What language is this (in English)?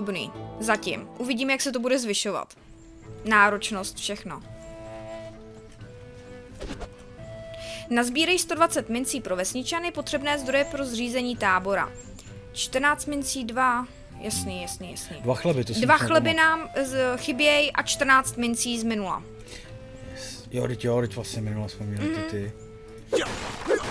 Czech